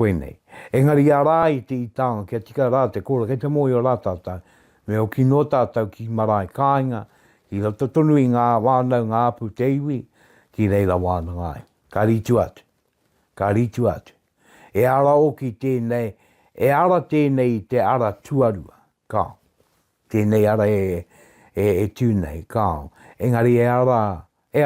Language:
Māori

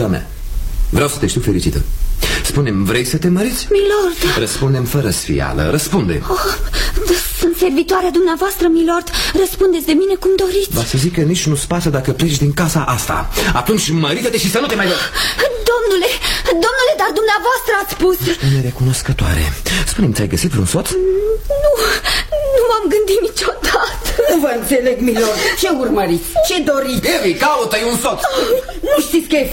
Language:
Romanian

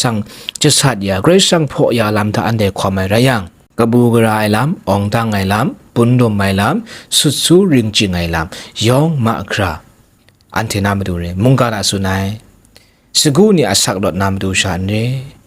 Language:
Kachin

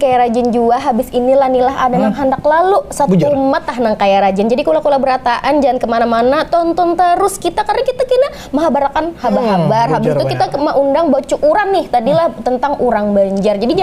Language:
Banjar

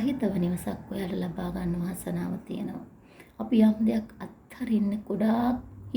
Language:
Sinhala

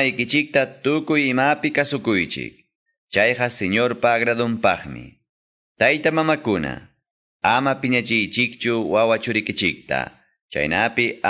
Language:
Quechua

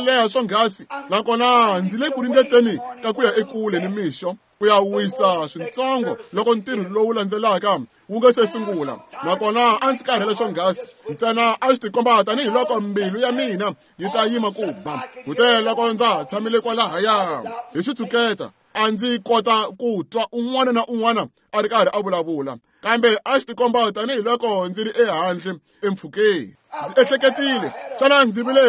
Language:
Tsonga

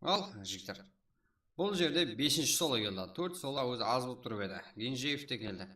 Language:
Kara-Kalpak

